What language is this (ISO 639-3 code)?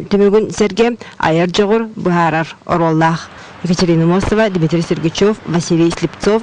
sah